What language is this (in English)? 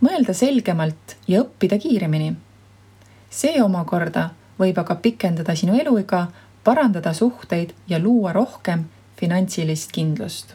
Estonian